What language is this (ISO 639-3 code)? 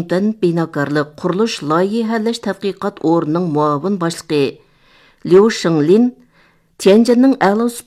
uig